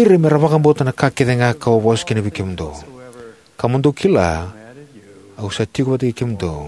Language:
Fijian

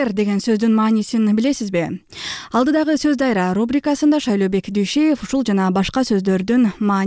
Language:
Kyrgyz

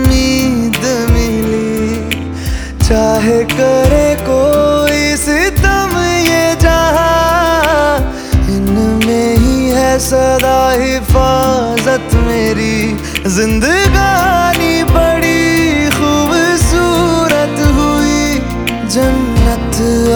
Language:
Hindi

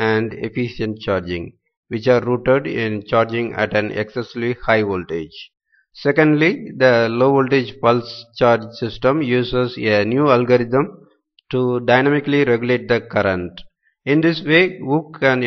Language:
English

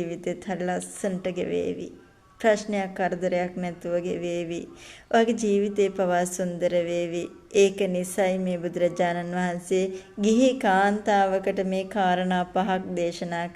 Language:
Sinhala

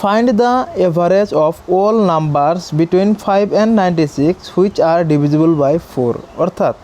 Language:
Assamese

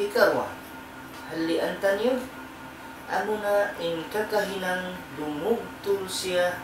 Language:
Tausug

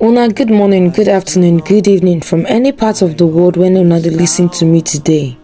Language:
Nigerian Pidgin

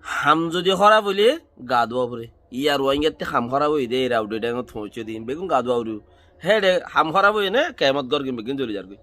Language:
Rohingya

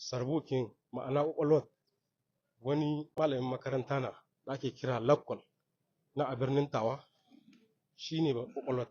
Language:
Hausa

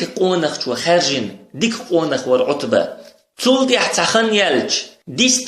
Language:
Chechen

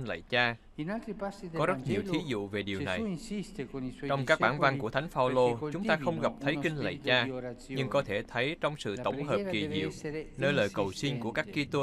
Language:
Vietnamese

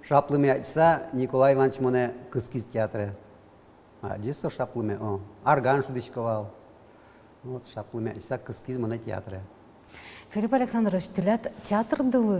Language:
Udmurt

